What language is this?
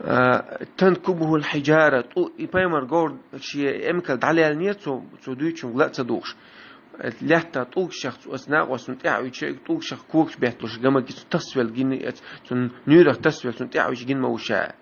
Chechen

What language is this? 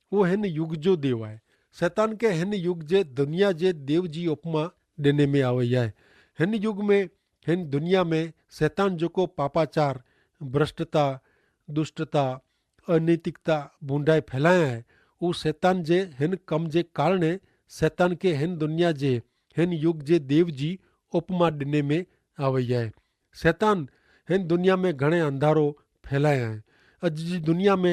Kachhi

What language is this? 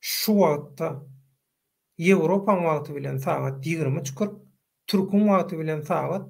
Turkmen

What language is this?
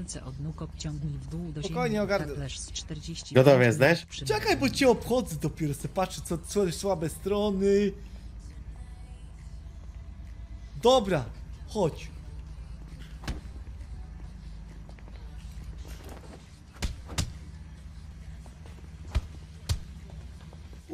Polish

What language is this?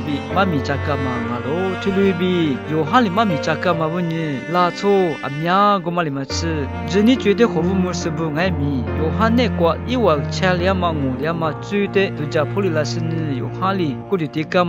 Lisu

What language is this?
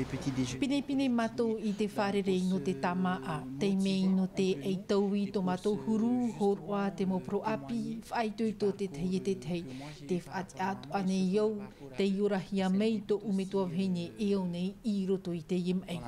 Tahitian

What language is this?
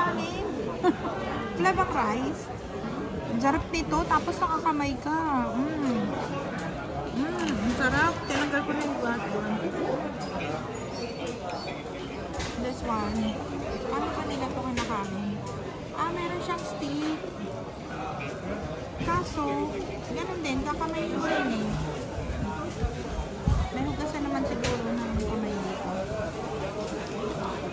Filipino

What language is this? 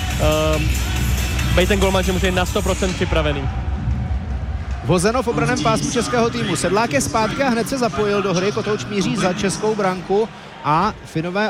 Czech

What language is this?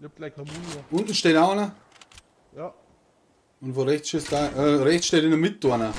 Bavarian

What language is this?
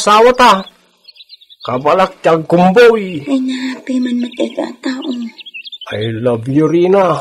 Iloko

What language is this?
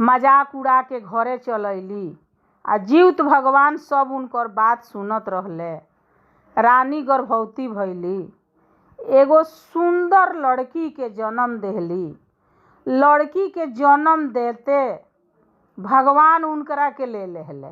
Bhojpuri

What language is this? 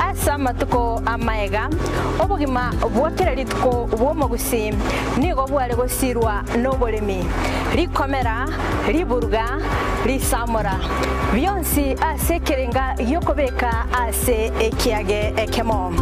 Gusii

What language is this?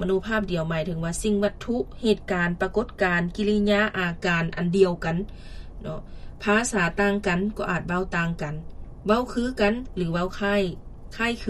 Lao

